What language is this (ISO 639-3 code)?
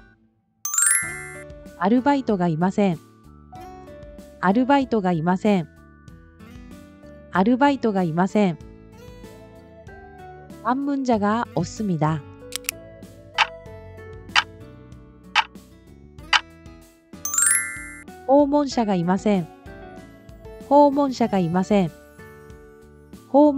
jpn